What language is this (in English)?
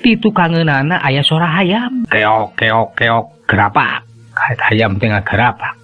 Sundanese